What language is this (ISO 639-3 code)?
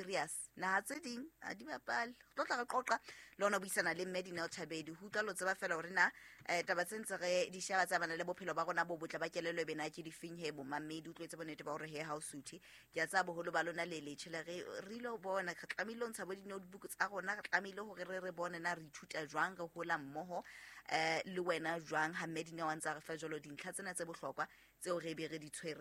sot